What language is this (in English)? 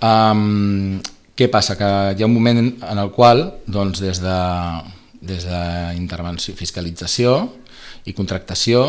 Catalan